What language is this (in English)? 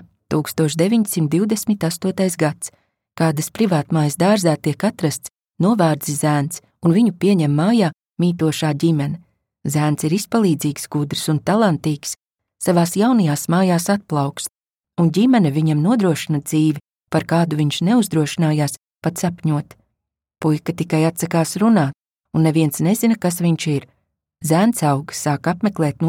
Latvian